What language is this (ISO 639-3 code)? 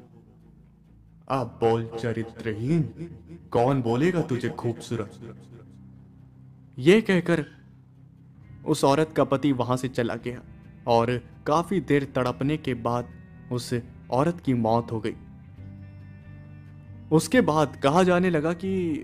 hin